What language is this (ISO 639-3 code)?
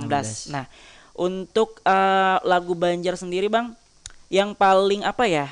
bjn